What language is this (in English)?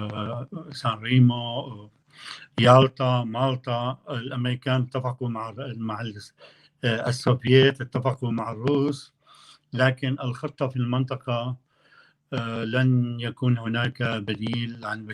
North Levantine Arabic